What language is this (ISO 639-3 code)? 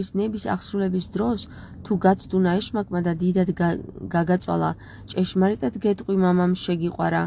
kat